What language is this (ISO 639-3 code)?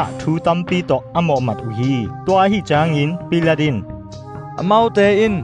ctd